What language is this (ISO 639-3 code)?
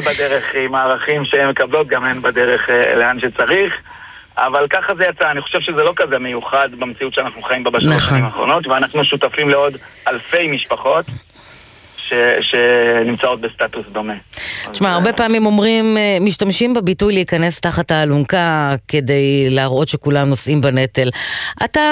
heb